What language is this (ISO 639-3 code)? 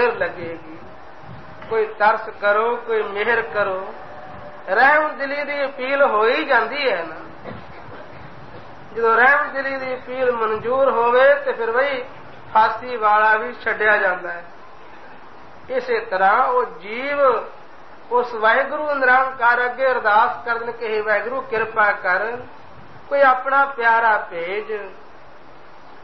pan